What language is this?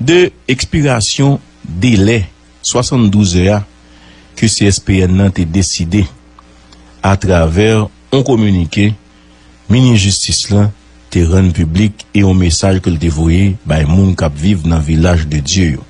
Haitian Creole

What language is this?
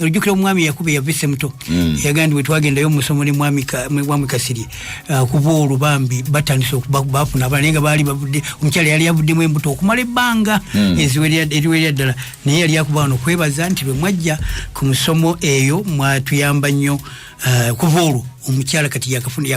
Ganda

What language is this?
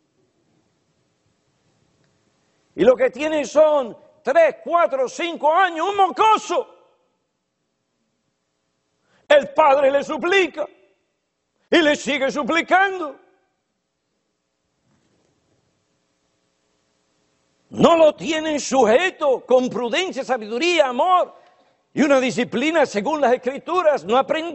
Spanish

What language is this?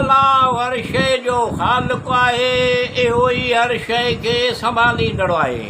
Sindhi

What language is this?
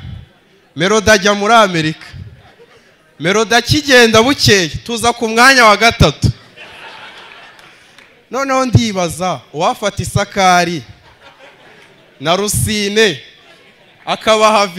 Kinyarwanda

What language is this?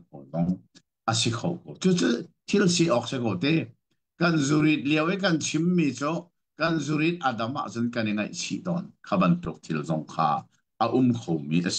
Hakha Chin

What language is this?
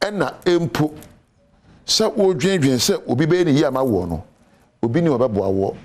Akan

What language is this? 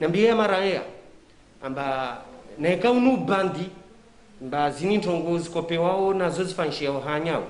Ngazidja Comorian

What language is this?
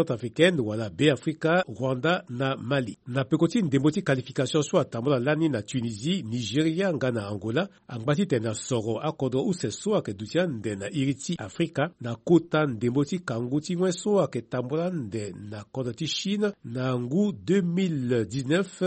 Sango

